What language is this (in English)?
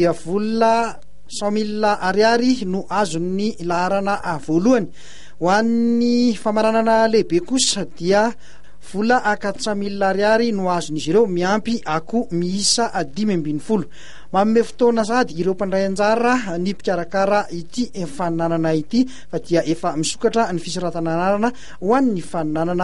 Malagasy